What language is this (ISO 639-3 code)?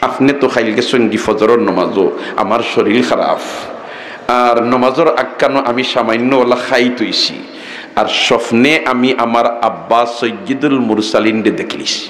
syl